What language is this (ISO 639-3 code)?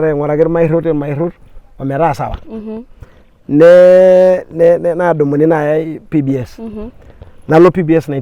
mas